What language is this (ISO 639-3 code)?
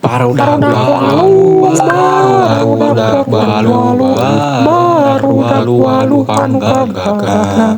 sun